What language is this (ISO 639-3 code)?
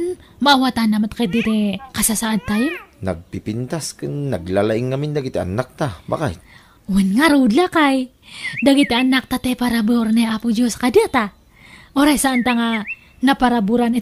ilo